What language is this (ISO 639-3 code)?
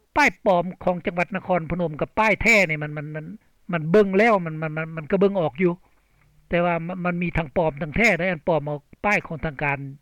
lao